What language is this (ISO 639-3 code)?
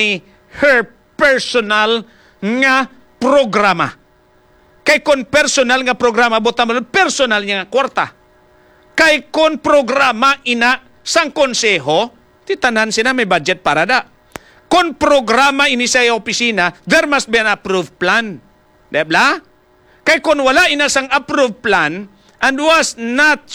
hil